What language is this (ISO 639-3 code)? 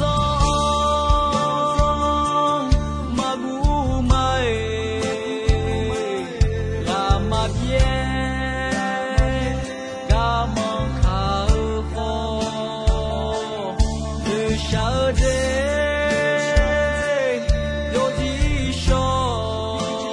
ahk